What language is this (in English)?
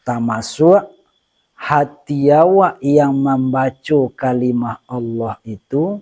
Minangkabau